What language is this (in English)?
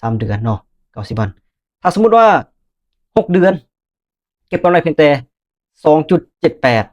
Lao